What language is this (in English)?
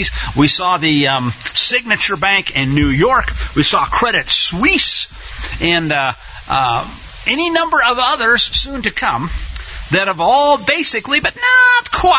English